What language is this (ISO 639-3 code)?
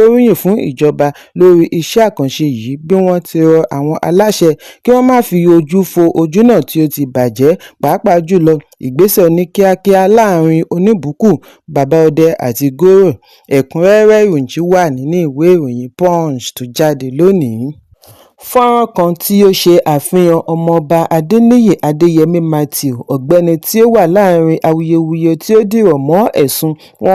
yor